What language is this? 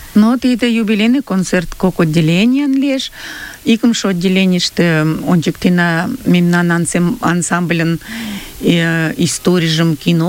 Mari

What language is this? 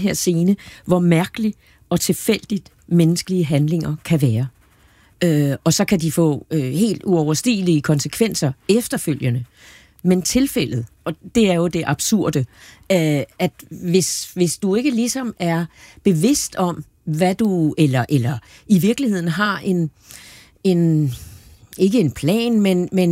Danish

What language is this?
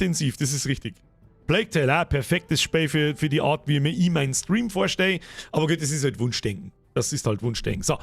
Bavarian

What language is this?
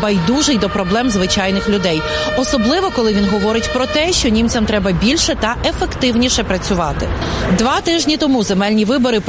Ukrainian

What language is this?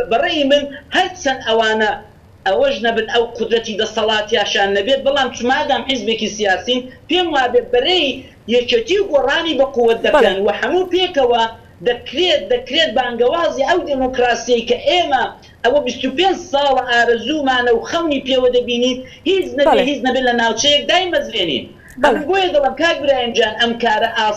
Central Kurdish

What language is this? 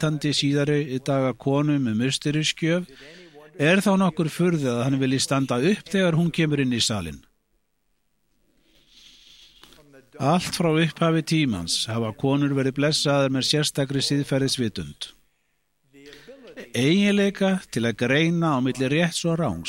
Icelandic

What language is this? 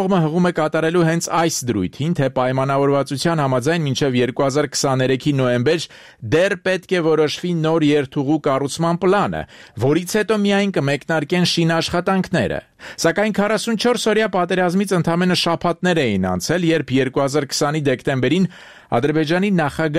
Armenian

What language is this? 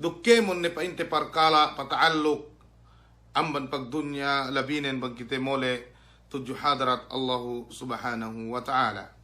Yakan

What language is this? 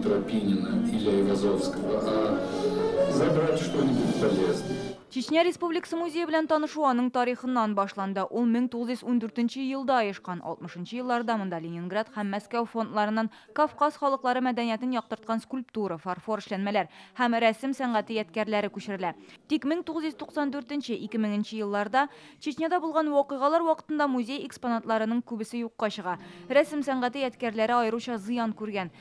Tatar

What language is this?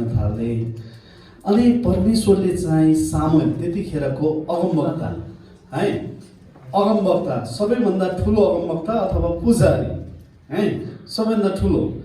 Nepali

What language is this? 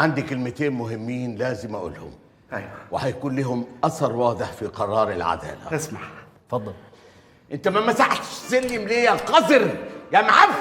Egyptian Arabic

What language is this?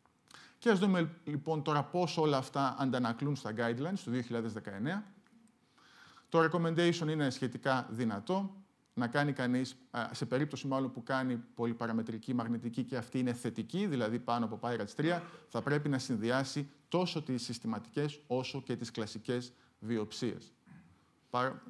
Greek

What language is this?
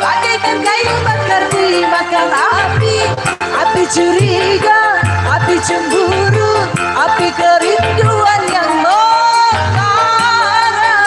Betawi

